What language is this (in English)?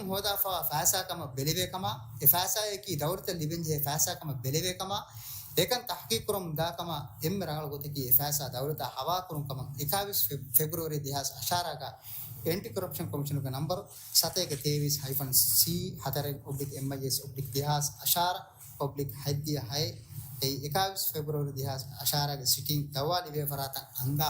Divehi